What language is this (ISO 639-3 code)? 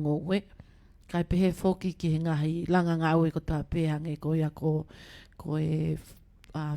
ton